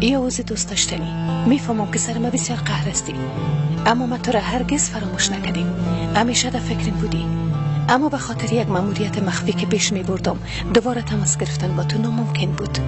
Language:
Persian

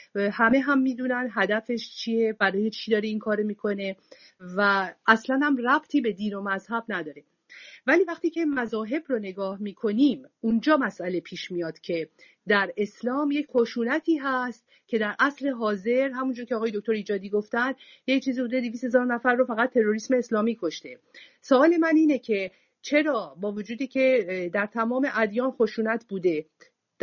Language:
Persian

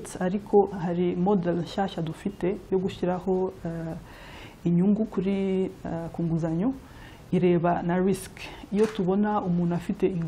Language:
Kinyarwanda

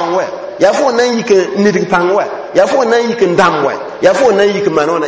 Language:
Mossi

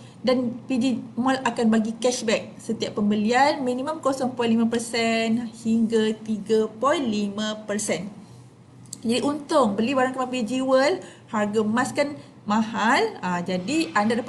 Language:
Malay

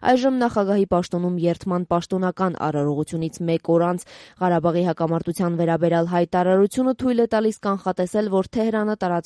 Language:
Armenian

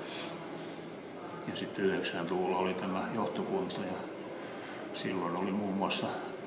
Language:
Finnish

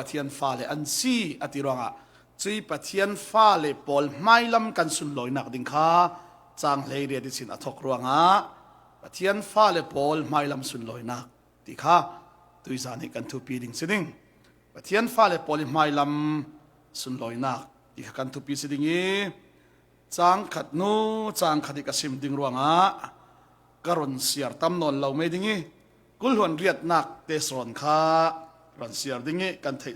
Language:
Falam Chin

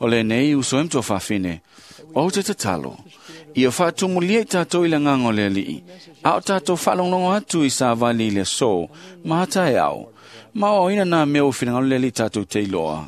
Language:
Samoan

